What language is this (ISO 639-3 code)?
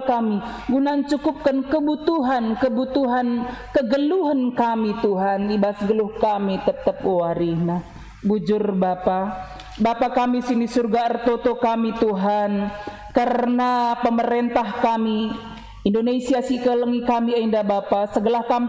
btx